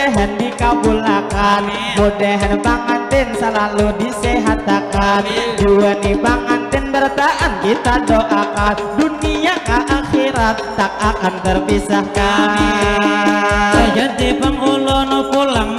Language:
Banjar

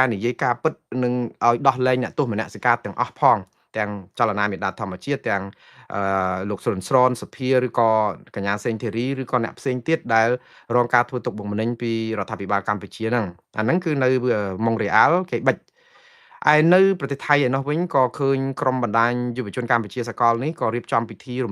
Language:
Khmer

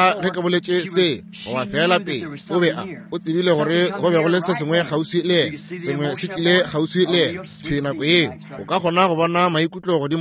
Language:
Northern Sotho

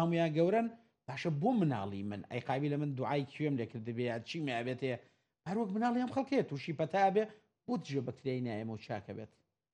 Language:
Central Kurdish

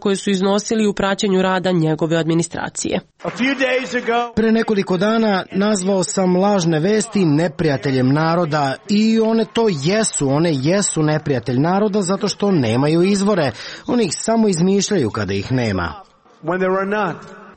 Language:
Serbian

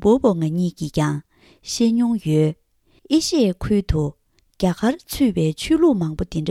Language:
Tibetan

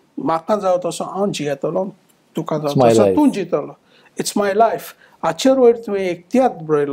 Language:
Konkani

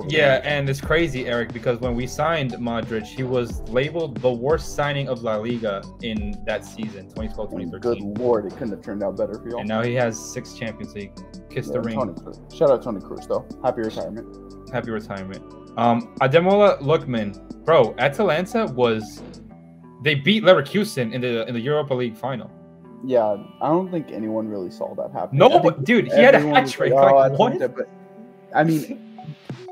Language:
English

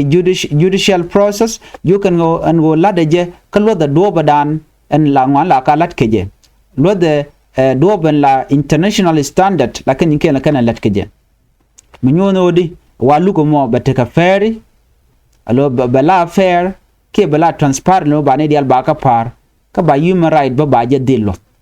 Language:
Nuer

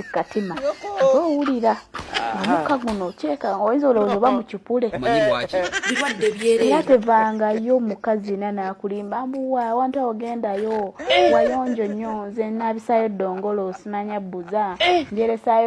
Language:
Ganda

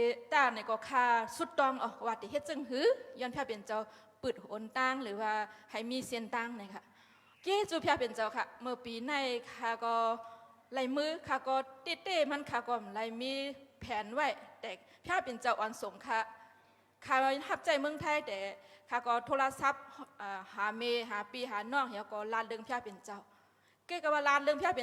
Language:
Shan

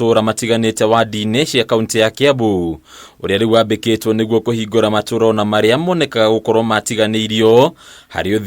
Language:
Kikuyu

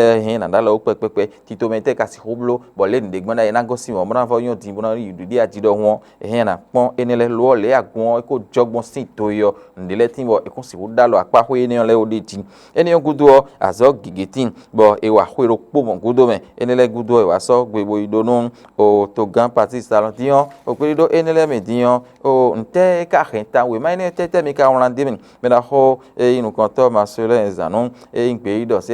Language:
Fon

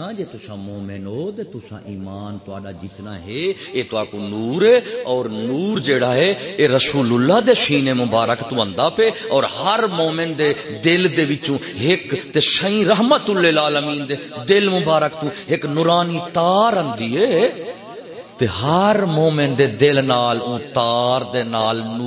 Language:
Saraiki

